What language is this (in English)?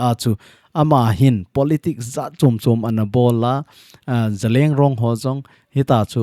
Thado Chin